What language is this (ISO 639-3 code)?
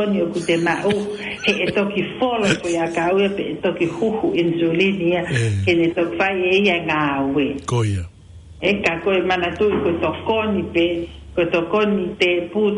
ton